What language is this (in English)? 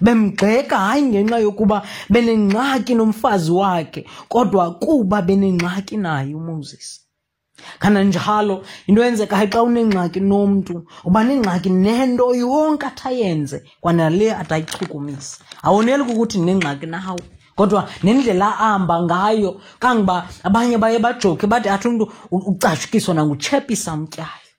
Xhosa